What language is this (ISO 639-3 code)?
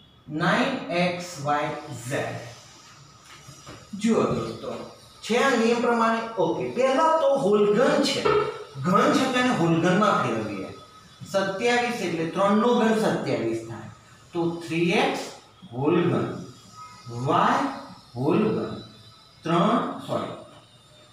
guj